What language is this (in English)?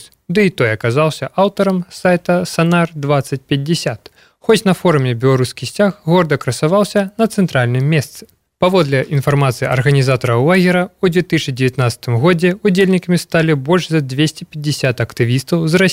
Belarusian